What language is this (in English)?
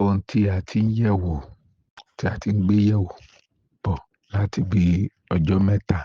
Yoruba